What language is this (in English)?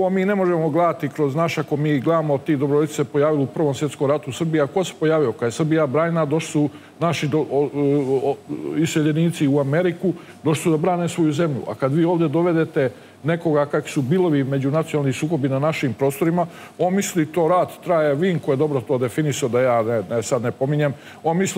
Serbian